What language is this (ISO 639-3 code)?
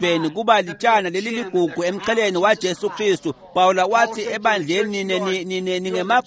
ssw